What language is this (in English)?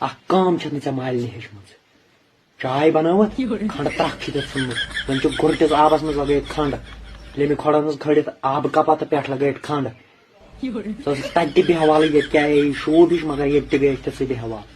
Kashmiri